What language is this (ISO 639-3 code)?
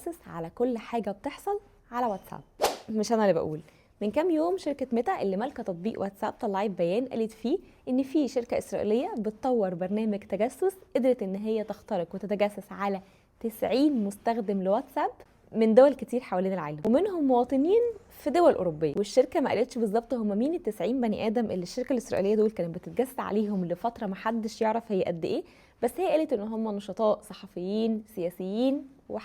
arz